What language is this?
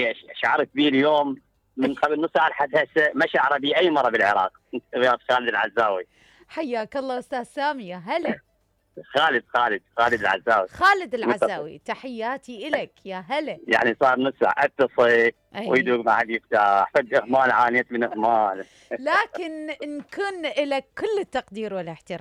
Mesopotamian Arabic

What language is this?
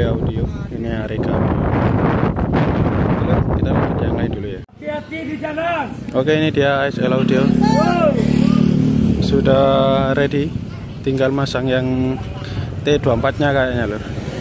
Indonesian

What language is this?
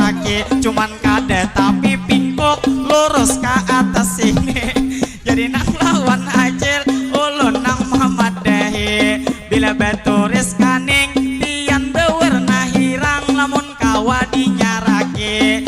Banjar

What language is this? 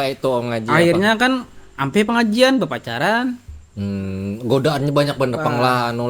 Banjar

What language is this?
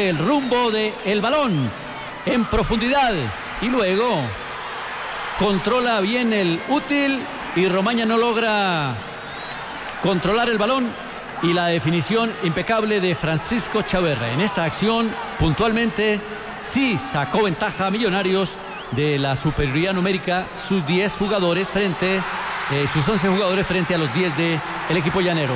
Spanish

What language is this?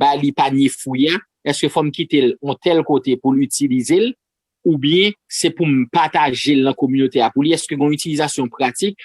Haitian Creole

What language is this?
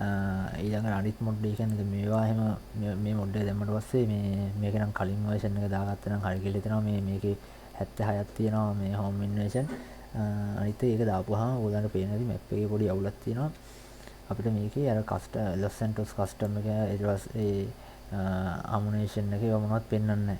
Sinhala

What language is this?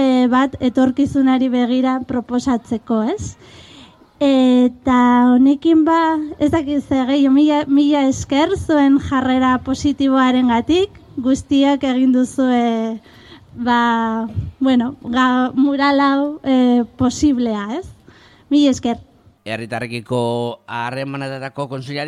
Basque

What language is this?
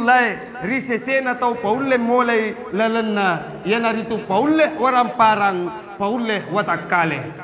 Buginese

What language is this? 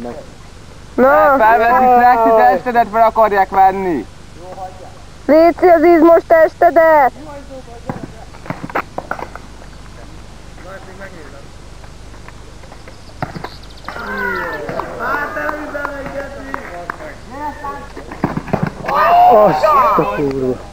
Hungarian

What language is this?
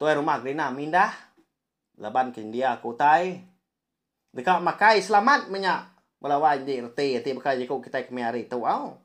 Iban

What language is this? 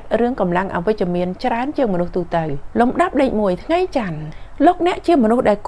Khmer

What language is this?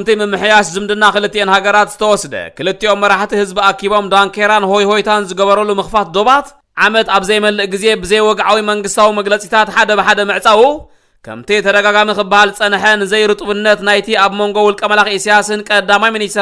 Tigrinya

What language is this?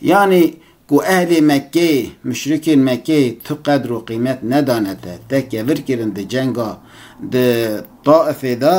Kurdish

